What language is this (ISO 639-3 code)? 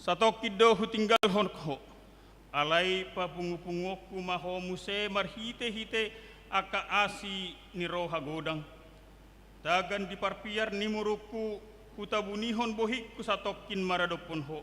bbc